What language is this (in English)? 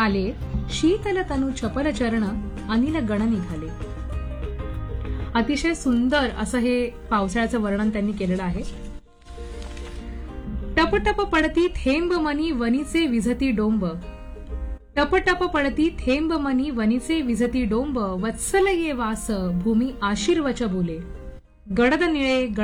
Marathi